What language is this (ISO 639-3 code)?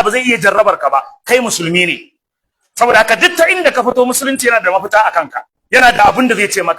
hau